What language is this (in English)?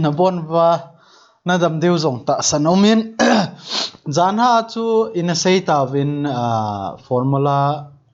Thado Chin